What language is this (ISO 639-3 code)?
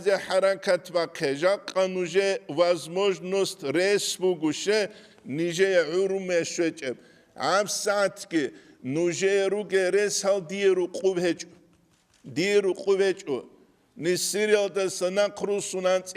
ava